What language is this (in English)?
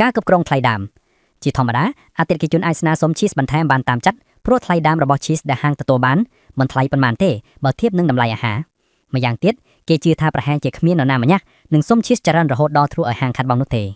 Khmer